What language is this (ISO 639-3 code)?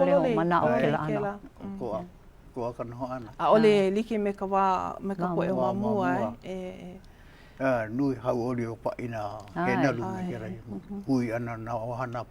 haw